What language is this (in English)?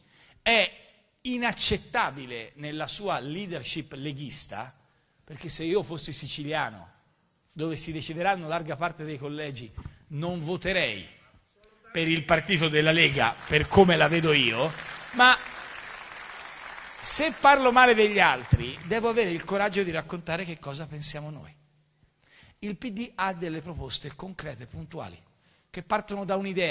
Italian